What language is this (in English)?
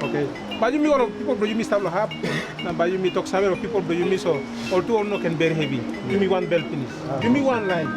Tok Pisin